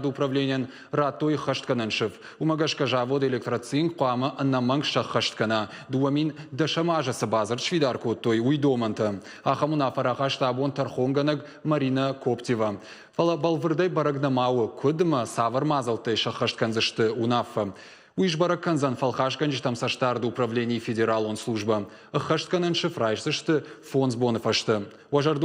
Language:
Ossetic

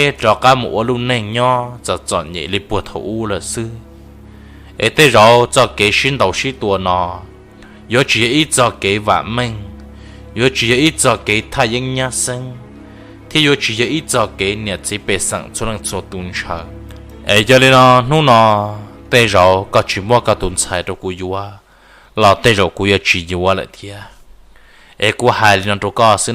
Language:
Hmong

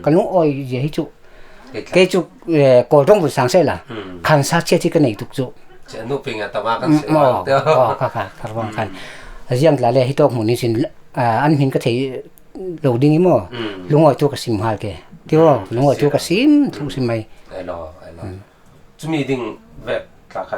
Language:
Falam Chin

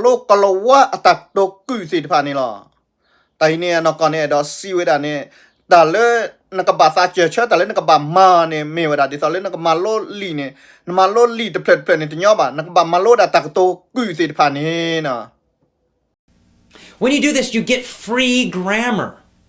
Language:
S'gaw Karen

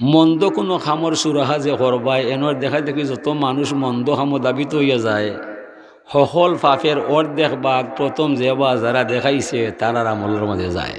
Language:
Sylheti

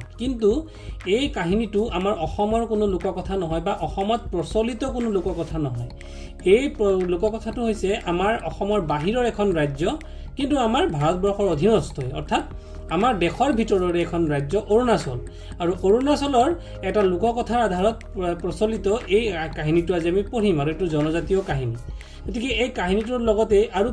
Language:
Assamese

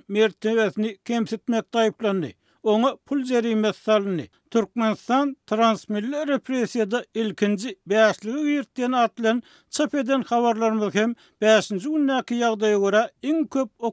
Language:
Turkmen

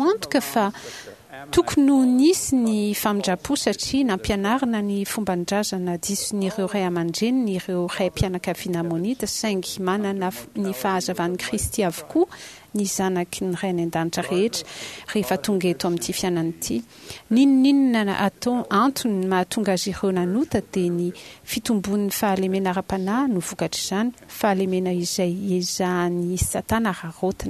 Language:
Malagasy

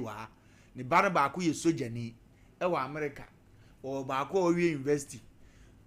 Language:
Akan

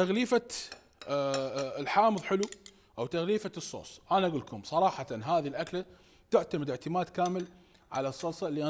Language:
Mesopotamian Arabic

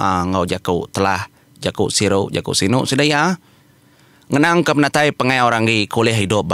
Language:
Iban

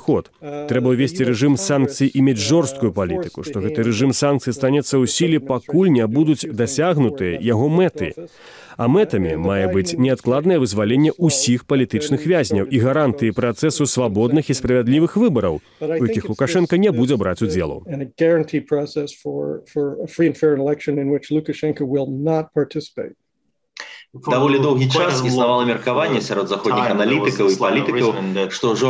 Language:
Belarusian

